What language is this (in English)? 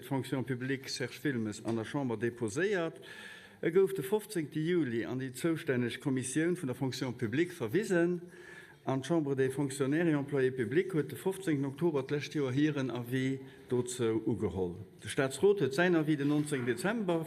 Luxembourgish